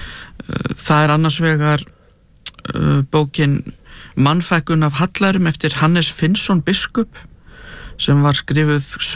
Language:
Icelandic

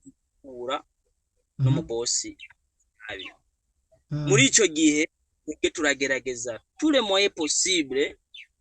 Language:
Rundi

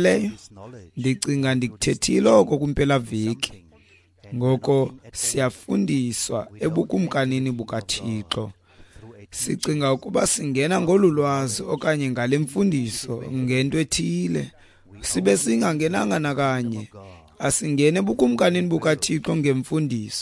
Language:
Xhosa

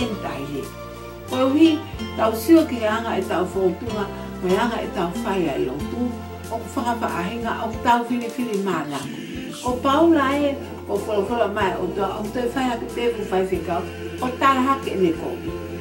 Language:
Tongan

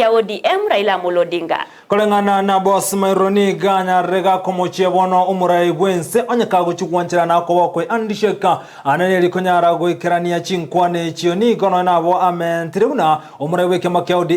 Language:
Gusii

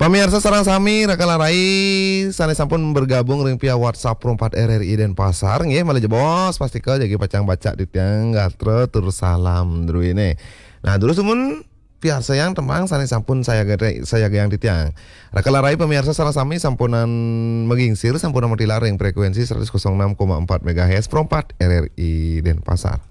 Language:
Balinese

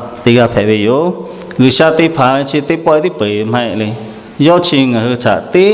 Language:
Lahu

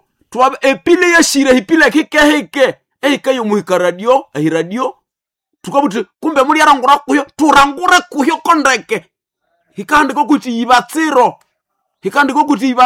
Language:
Nande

